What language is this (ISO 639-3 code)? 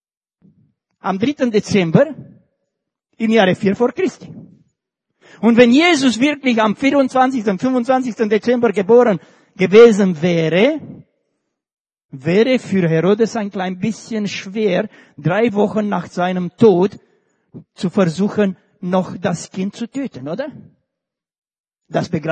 deu